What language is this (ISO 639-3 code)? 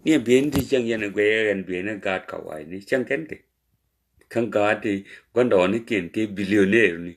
nus